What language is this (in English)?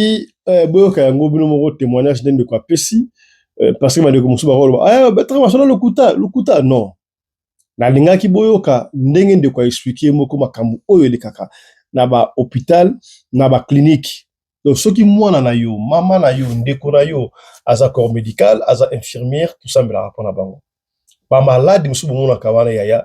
Lingala